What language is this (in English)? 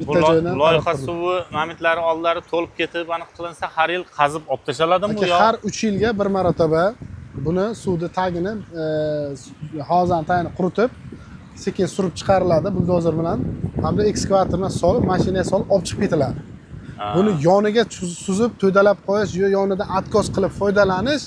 Uzbek